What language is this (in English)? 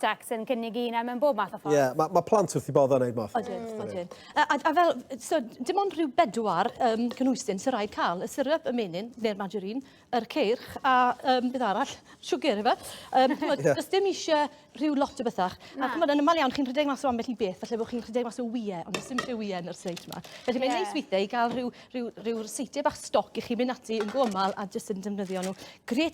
Welsh